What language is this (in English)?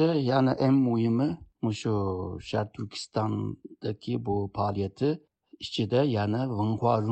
Uyghur